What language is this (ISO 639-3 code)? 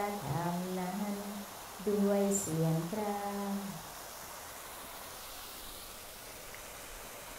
tha